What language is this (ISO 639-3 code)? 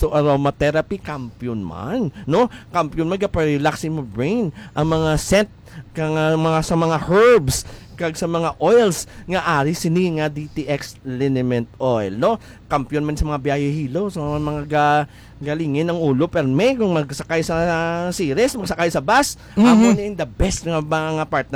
hil